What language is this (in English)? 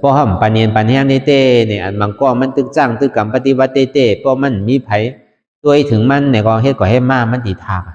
Shan